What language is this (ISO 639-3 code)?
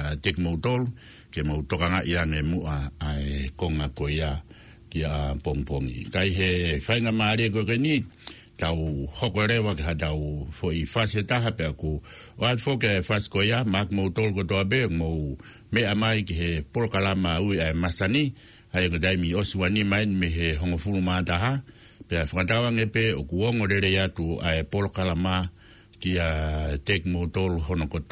ton